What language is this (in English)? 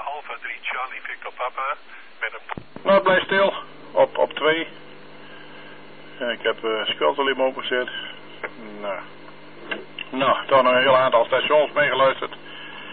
Dutch